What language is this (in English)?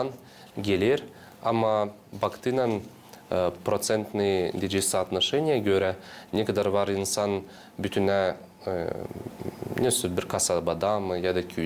Gagauz